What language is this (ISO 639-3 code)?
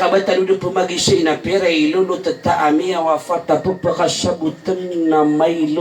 mrw